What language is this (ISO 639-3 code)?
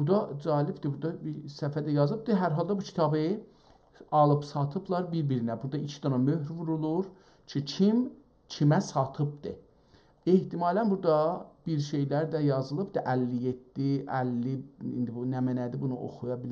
azb